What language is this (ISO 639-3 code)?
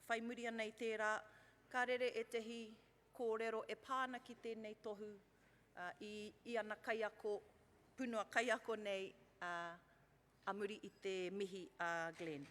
mri